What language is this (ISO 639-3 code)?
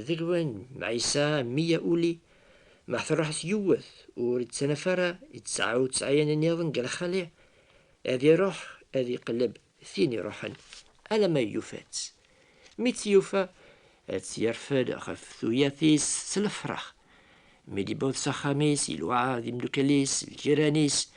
kab